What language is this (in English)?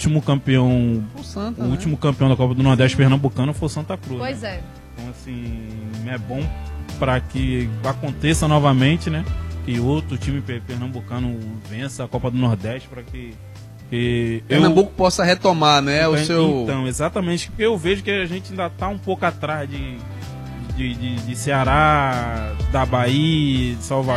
Portuguese